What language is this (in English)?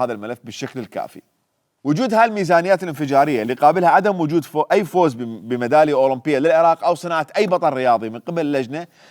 Mesopotamian Arabic